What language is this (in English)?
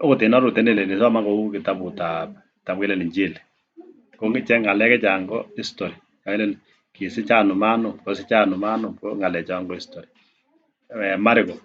Kalenjin